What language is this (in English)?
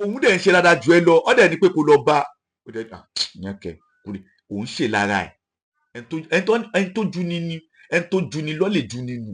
Yoruba